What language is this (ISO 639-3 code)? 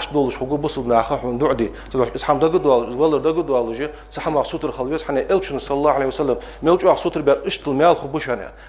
inh